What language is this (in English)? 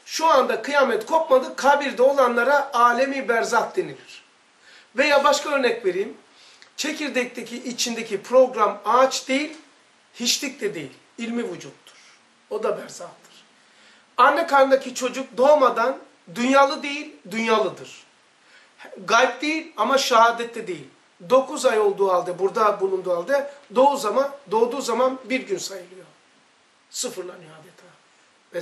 Turkish